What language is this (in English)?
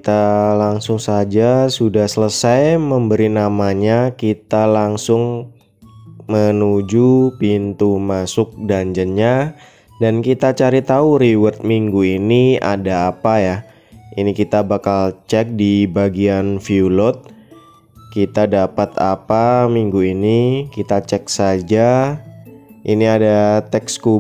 Indonesian